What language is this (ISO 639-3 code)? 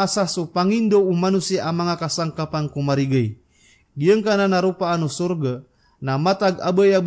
mrw